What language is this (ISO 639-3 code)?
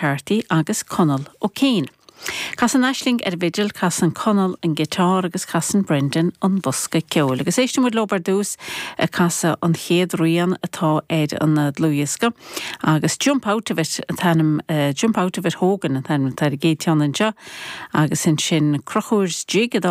gle